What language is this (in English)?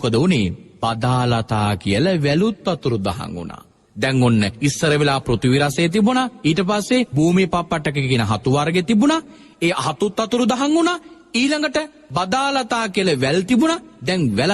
Sinhala